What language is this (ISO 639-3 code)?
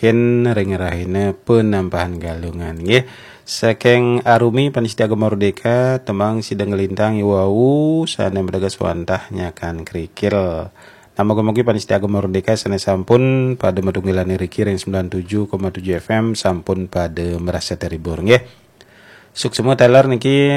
ban